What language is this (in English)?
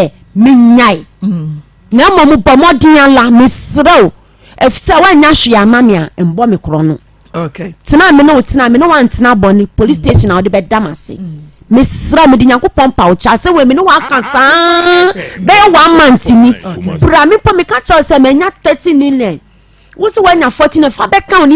Akan